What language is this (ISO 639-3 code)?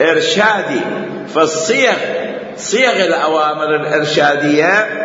acm